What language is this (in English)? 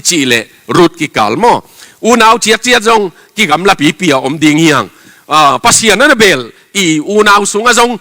Tedim Chin